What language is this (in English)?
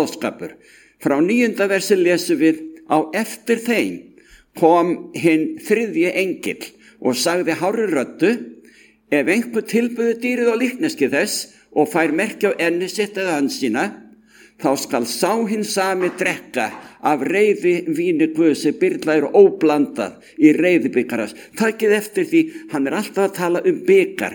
Icelandic